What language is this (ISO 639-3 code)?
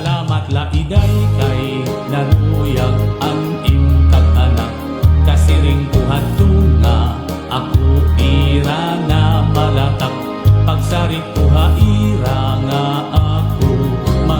war